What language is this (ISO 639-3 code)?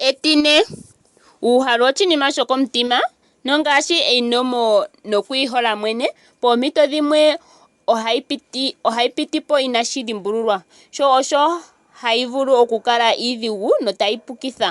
ndo